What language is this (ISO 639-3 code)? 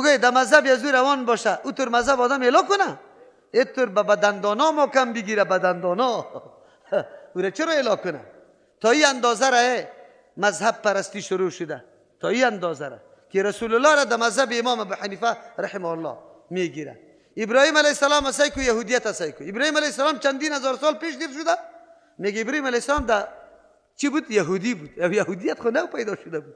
fas